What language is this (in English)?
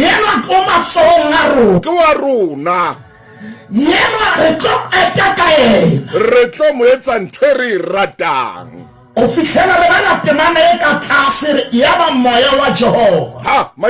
Southern Sotho